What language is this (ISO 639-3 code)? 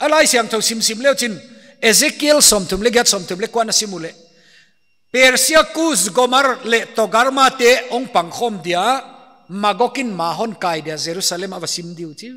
pck